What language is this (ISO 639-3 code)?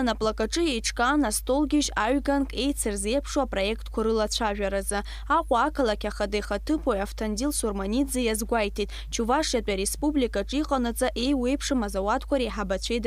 abk